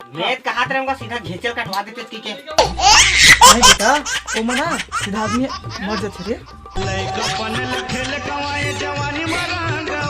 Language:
Chhattisgarhi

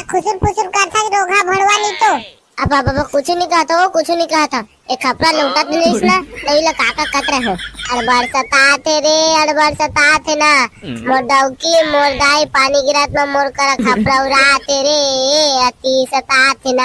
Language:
Chhattisgarhi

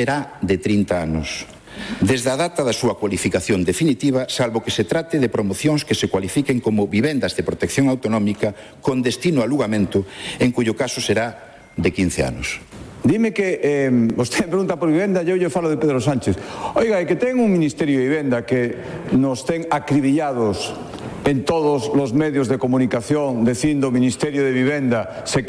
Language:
Galician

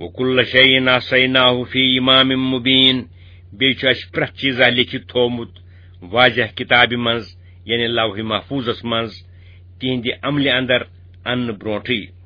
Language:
Kashmiri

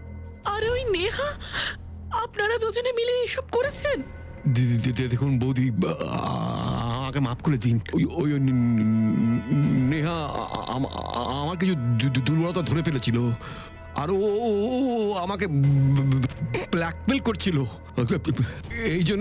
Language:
Bangla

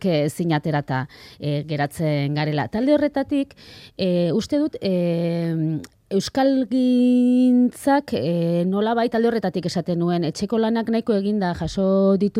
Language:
Basque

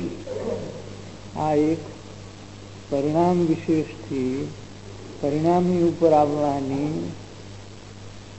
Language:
Gujarati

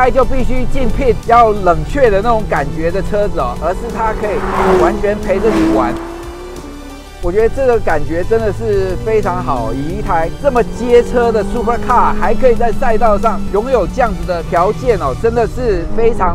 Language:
Chinese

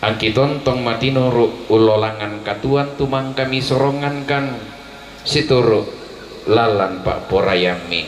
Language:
Toraja-Sa'dan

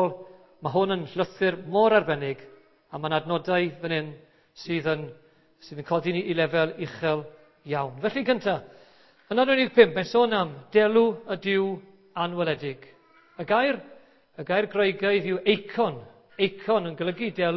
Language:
Welsh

